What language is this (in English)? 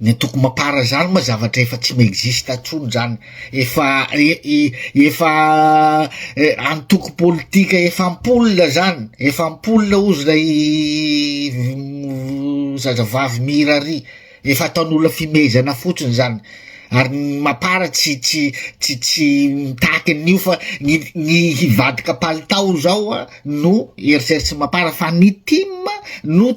Malagasy